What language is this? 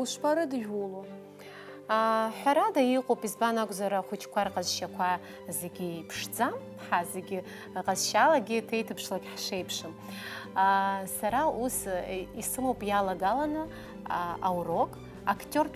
Abkhazian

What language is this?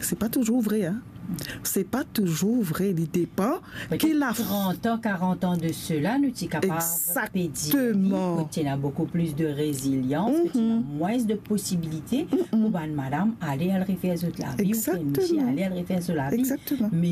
Morisyen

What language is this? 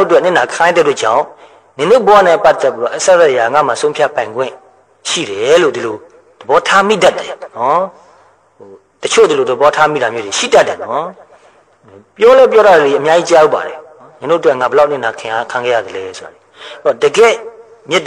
Burmese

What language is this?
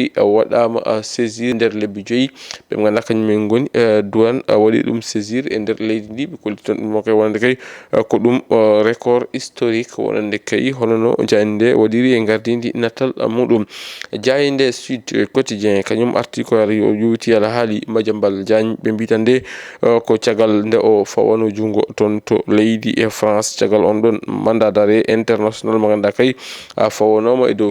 Fula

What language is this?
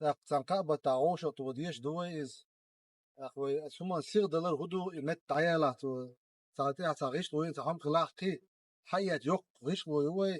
Chechen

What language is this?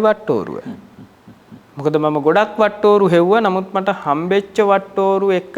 Sinhala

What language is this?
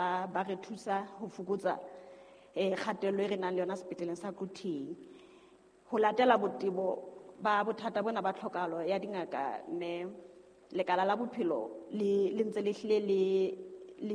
Southern Sotho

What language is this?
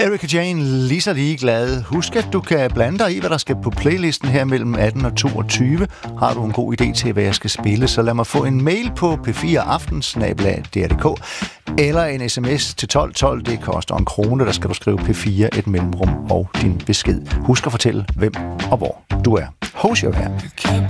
Danish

